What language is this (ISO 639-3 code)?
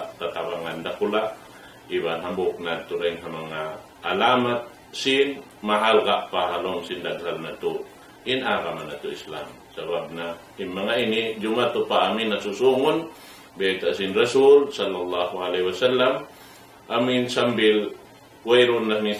tsg